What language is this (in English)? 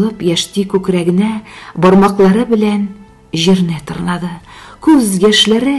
Tatar